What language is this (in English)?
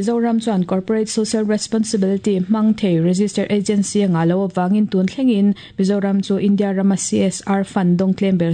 Mizo